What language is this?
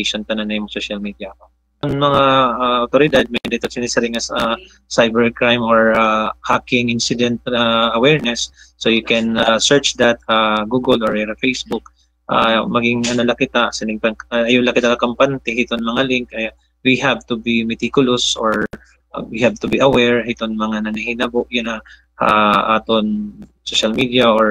Waray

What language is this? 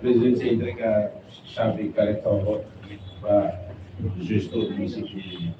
Tetum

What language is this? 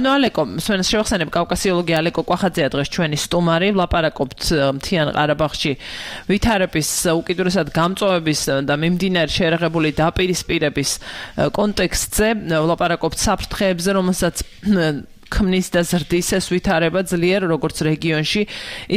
Georgian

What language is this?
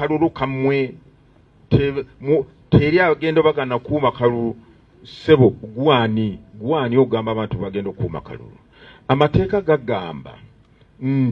Ganda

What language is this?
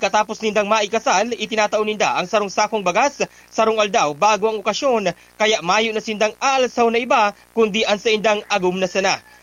Bikol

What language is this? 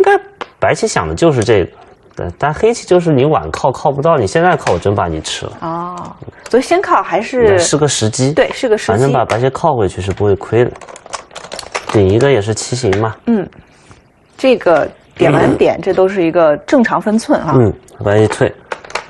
Chinese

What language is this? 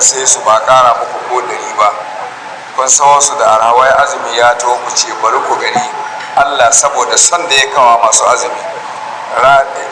Hausa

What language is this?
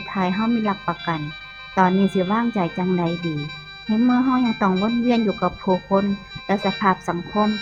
Northeastern Thai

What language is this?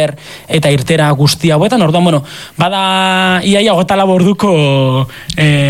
Basque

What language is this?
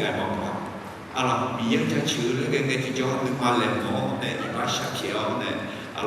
Akha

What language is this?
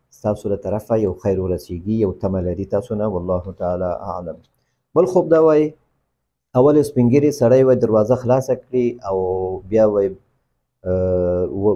Pashto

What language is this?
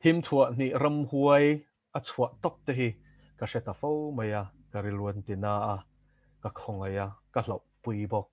Mizo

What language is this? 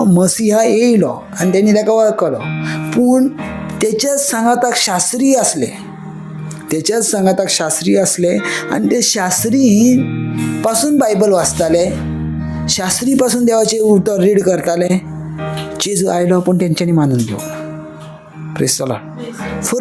Konkani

